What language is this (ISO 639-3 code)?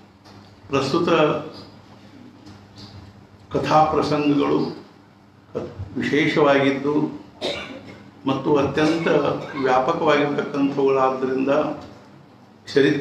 kan